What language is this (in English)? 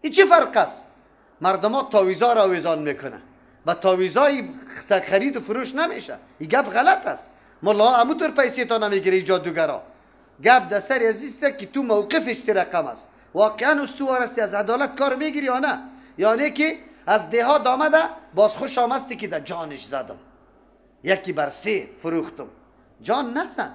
Persian